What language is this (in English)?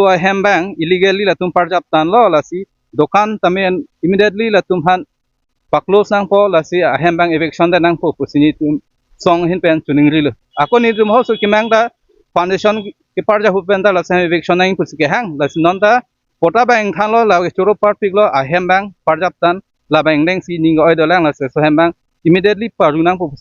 Karbi